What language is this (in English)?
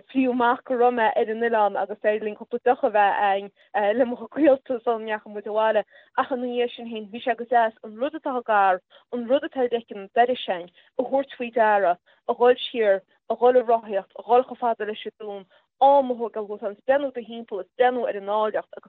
Irish